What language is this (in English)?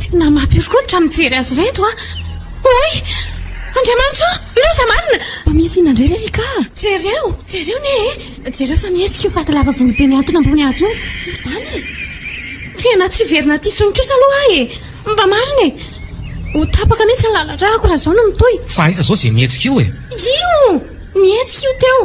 Malagasy